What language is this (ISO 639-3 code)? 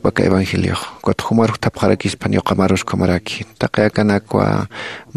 aym